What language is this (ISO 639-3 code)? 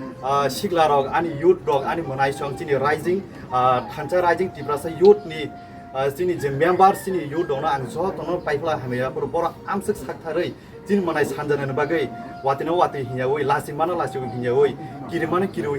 trp